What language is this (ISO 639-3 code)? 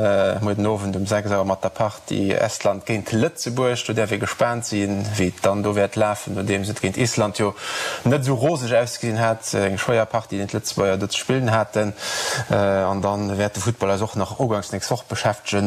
ltz